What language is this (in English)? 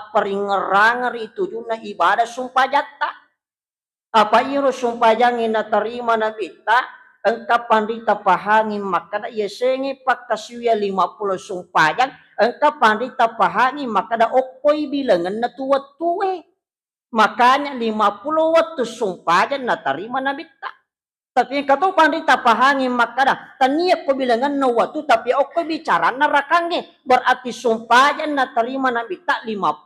Buginese